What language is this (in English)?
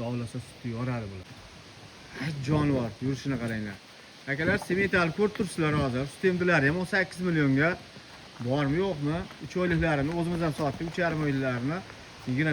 Uzbek